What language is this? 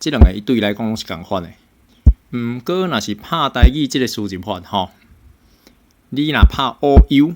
Min Nan Chinese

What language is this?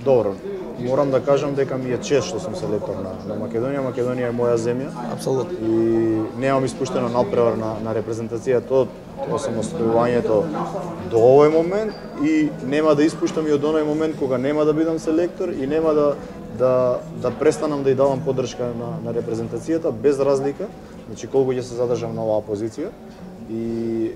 Macedonian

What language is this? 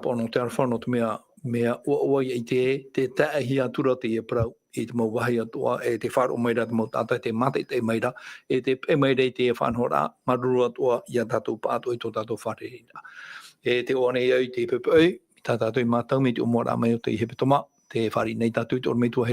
Tahitian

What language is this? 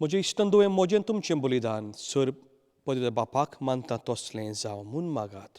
Konkani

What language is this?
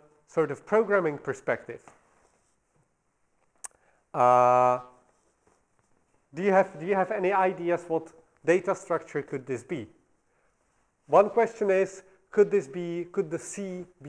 English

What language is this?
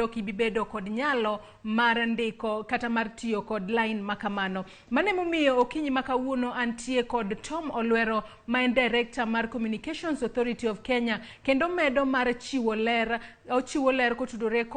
Luo (Kenya and Tanzania)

